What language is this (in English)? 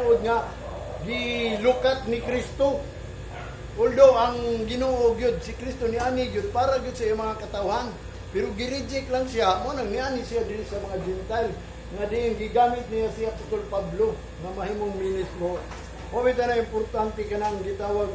Cebuano